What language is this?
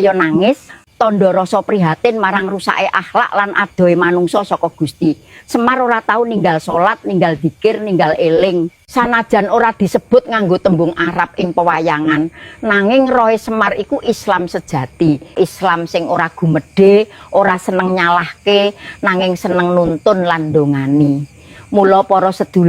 Javanese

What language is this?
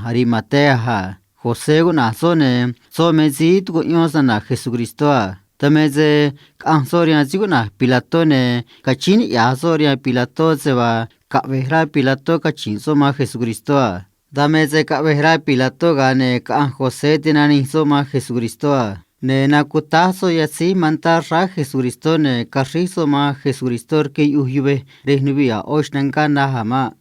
Copala Triqui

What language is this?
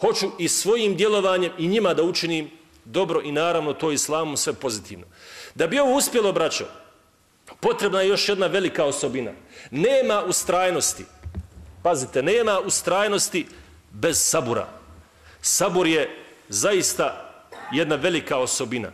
Bosnian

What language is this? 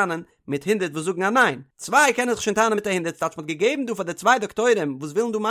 Yiddish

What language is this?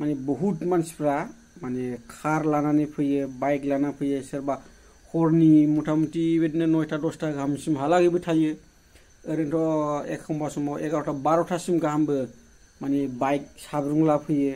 Bodo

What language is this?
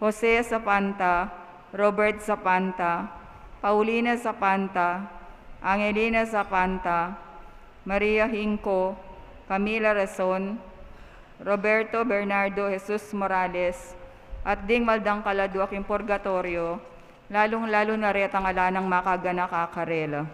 Pampanga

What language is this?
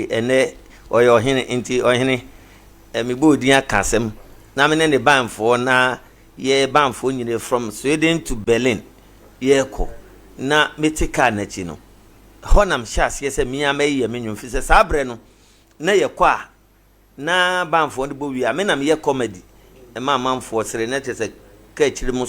Akan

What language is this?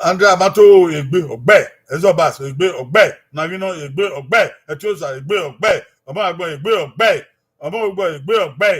Bini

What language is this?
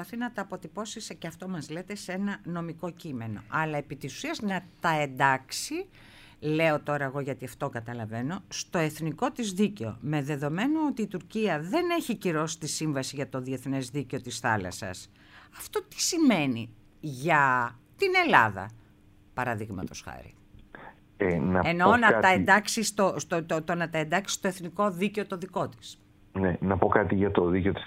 Greek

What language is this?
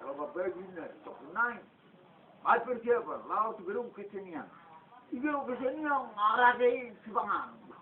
Batak Toba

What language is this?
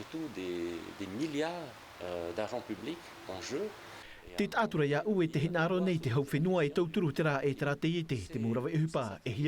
Tahitian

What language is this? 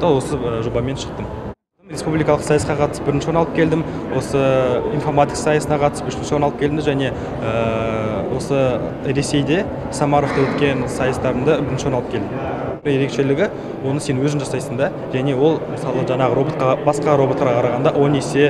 Kazakh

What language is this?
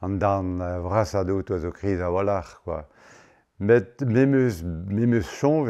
Breton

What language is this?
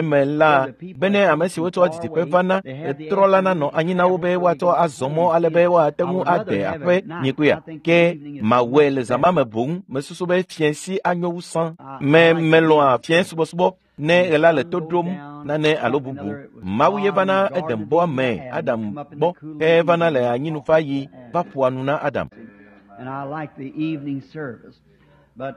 Ewe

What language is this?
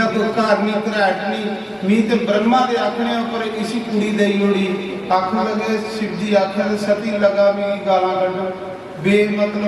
Dogri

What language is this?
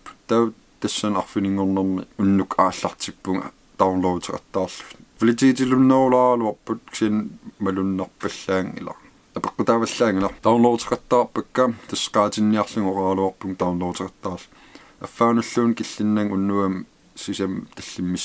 Kalaallisut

